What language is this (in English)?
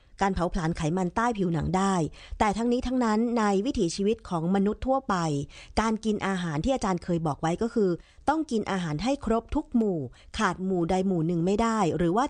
Thai